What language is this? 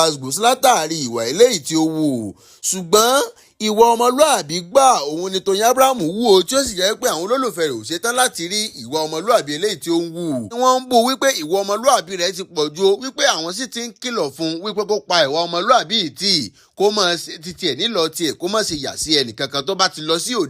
Yoruba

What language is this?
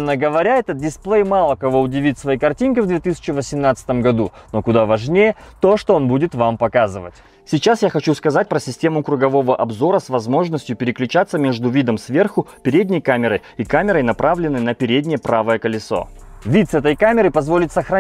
Russian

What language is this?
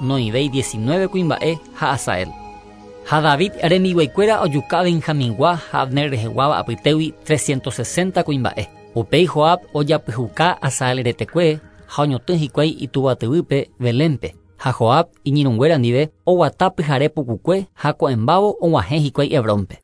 Guarani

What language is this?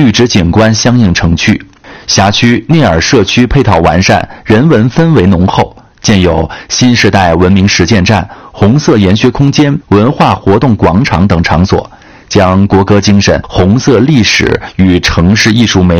Chinese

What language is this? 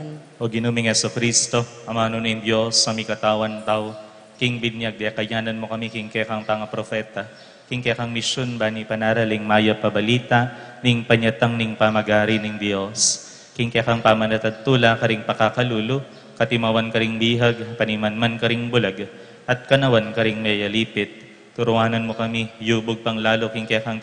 Pampanga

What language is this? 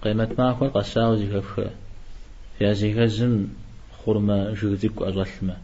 Kabardian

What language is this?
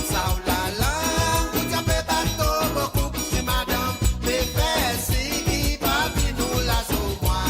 Morisyen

